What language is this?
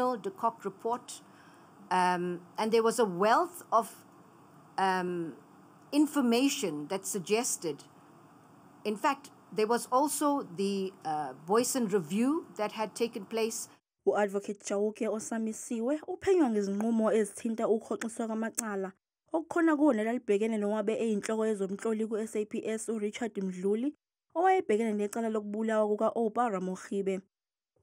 Zulu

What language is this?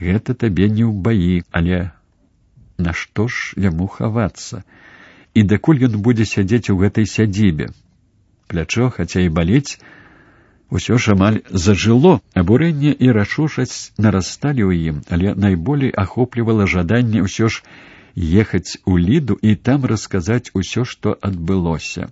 Belarusian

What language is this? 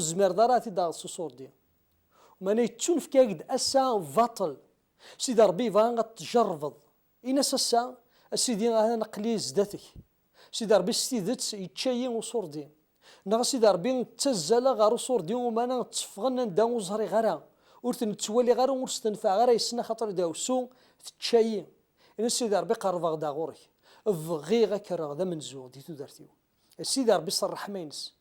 Kabyle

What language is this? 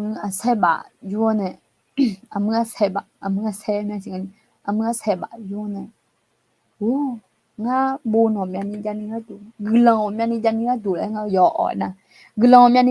Akha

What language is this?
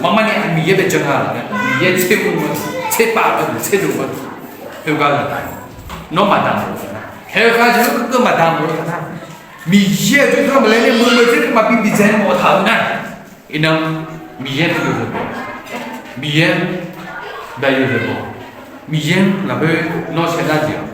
Akha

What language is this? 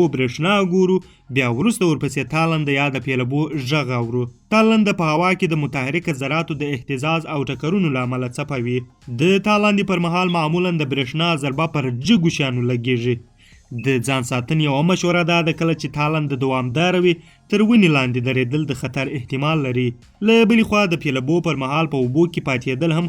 Pashto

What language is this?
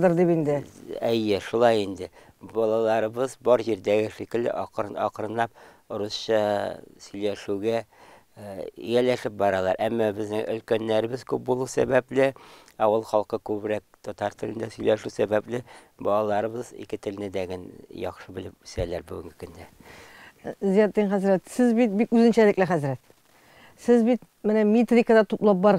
Tatar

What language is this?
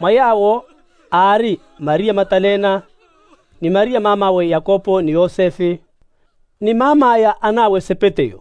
Makhuwa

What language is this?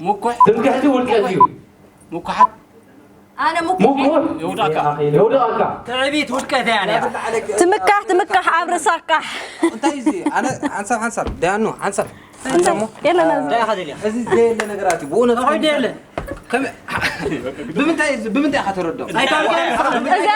Tigrinya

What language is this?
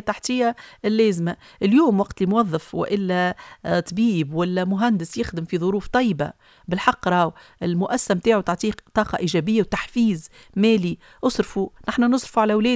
Tunisian Arabic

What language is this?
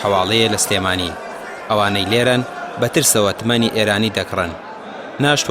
Central Kurdish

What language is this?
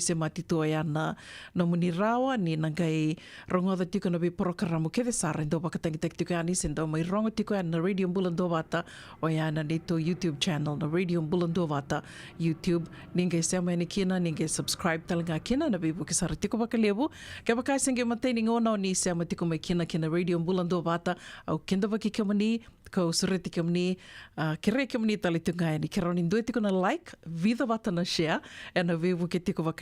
Fijian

